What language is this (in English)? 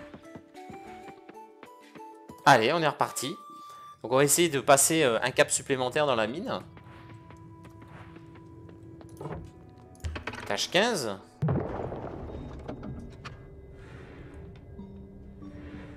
French